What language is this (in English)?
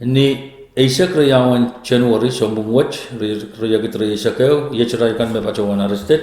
Pohnpeian